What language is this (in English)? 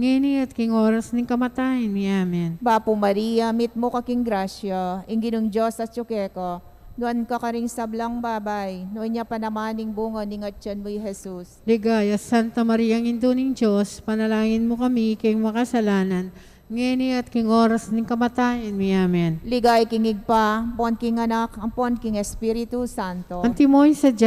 Pampanga